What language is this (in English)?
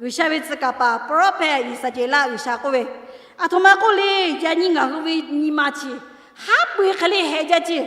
Lahu